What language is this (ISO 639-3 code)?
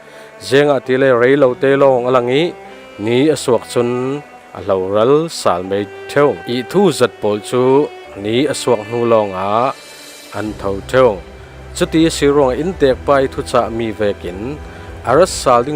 cfm